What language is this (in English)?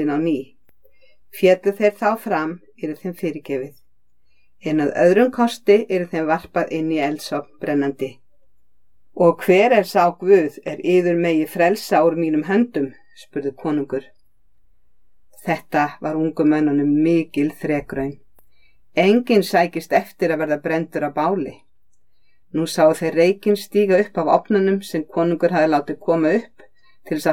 Icelandic